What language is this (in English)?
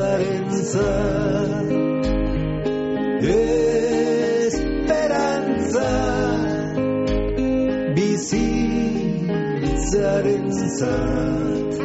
Basque